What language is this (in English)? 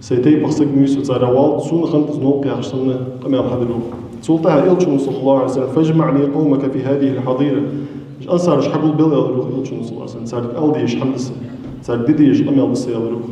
Ingush